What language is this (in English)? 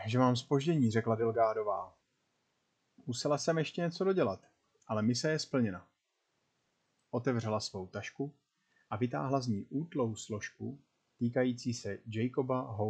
Czech